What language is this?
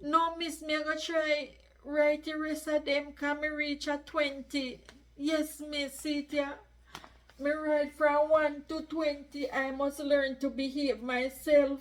Jamaican Creole English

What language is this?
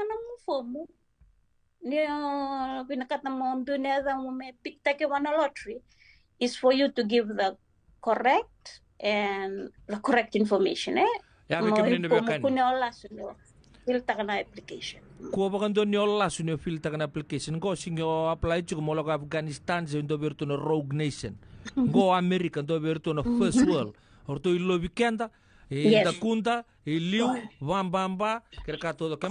Fijian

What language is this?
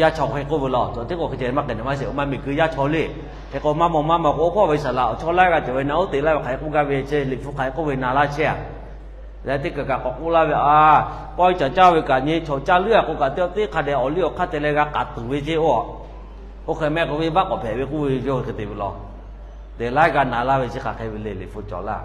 Lahu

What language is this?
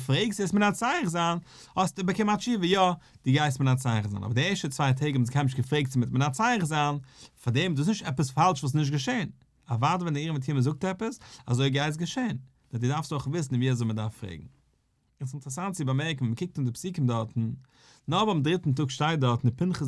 Yiddish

